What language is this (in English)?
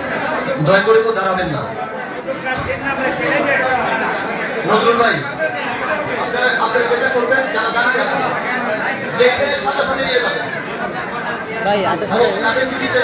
Bangla